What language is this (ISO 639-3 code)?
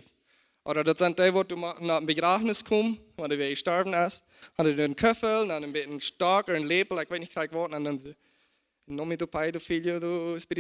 pdt